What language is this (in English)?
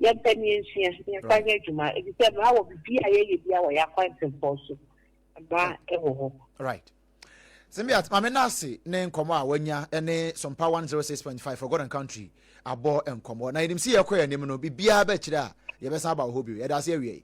Akan